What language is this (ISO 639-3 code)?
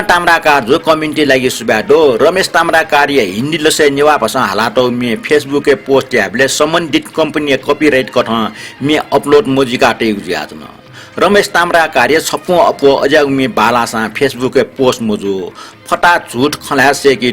new